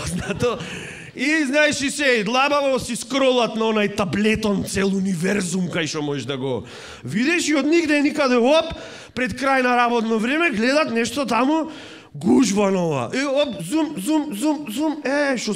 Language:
Macedonian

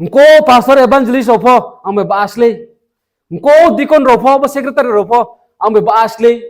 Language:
Riang (India)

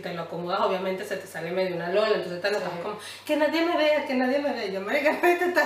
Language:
Spanish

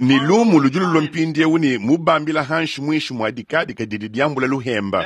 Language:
Luba-Lulua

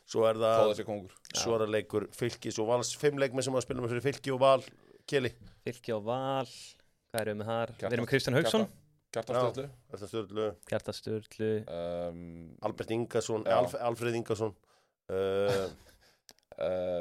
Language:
Icelandic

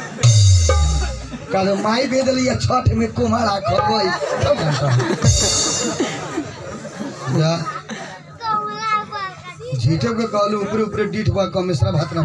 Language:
Bhojpuri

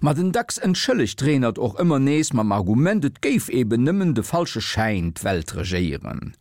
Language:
Luxembourgish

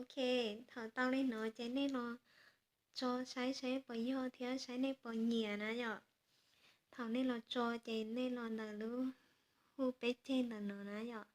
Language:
Hmong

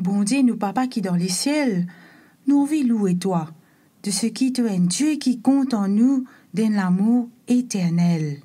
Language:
Morisyen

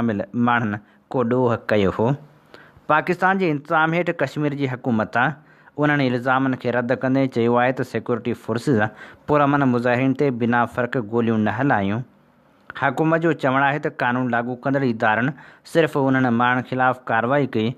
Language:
Sindhi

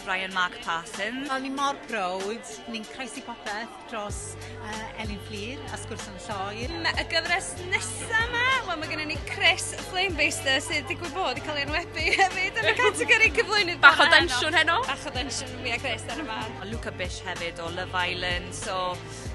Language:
Welsh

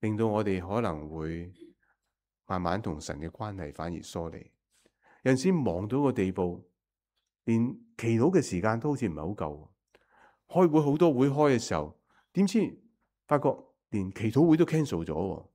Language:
Cantonese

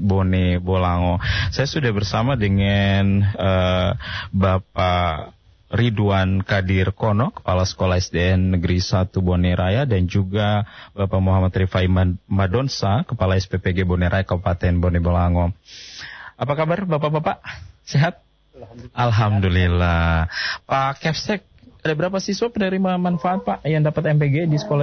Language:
Indonesian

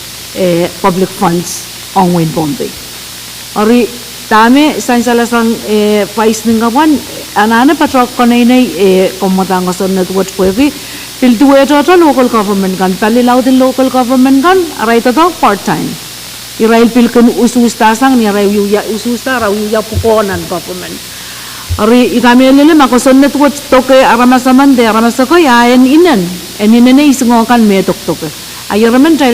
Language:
Pohnpeian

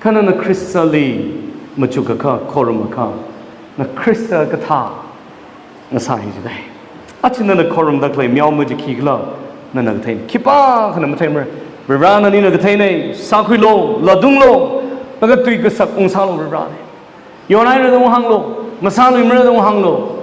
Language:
Tangkhul Naga (India)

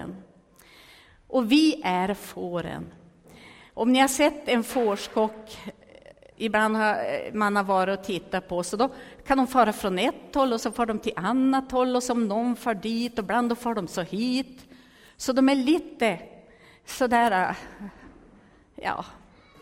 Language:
Swedish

